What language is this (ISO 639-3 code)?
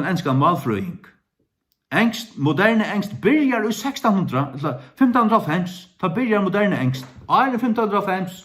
fao